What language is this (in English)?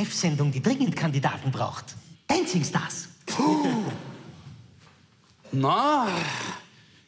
German